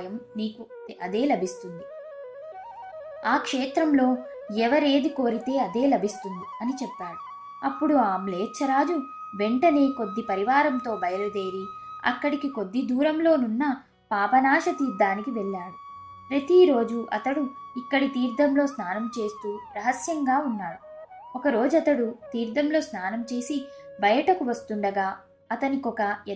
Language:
Telugu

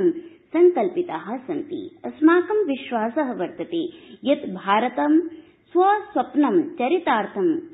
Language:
Sanskrit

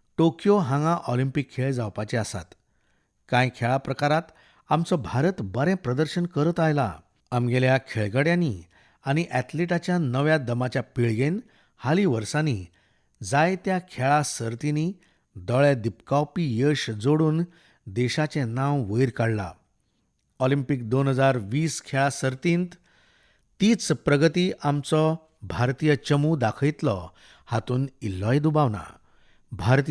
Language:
Konkani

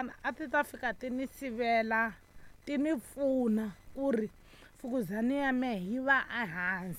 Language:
Tsonga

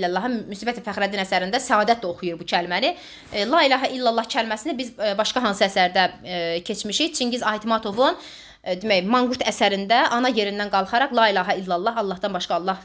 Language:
Azerbaijani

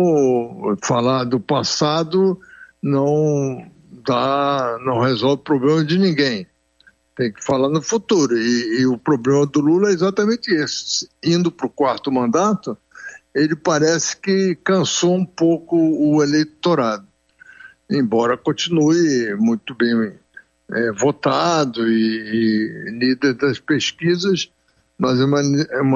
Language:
Portuguese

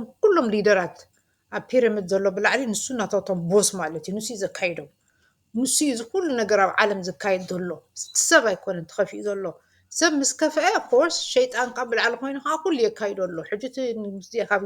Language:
Tigrinya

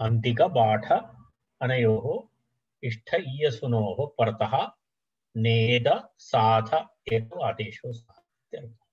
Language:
Sanskrit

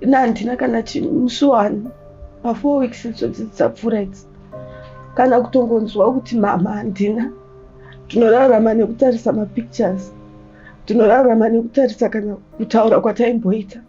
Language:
Shona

